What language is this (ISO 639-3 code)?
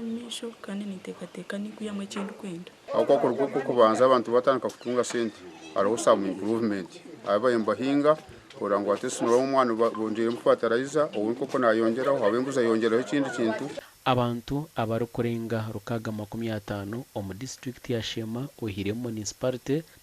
nyn